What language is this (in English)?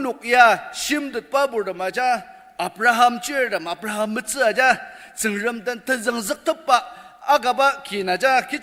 Ao Naga